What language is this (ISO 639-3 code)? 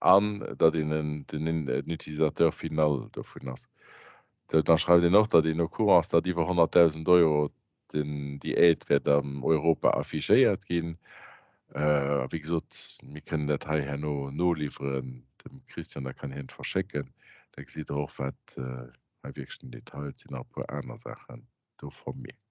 ltz